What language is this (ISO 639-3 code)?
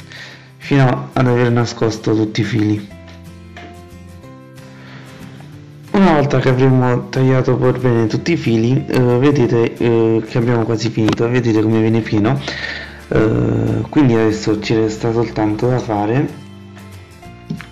ita